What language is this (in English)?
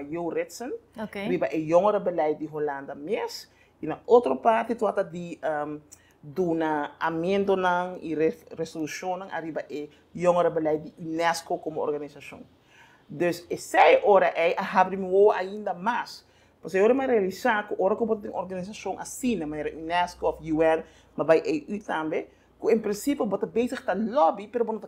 Papiamento